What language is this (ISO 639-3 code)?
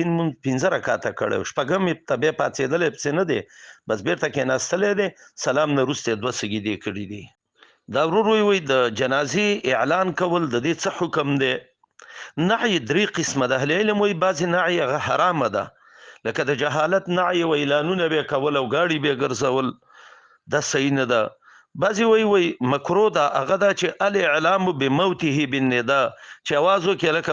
pus